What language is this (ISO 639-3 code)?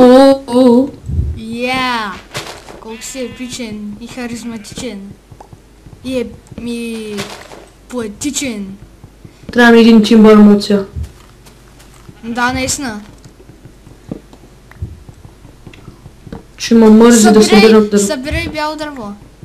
bul